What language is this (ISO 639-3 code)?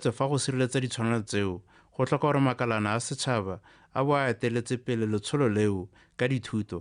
tsn